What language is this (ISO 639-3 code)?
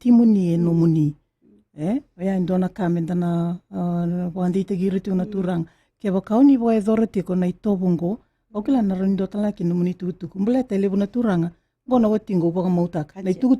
fij